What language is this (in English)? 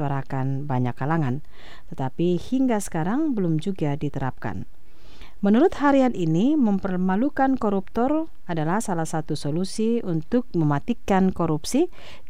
Indonesian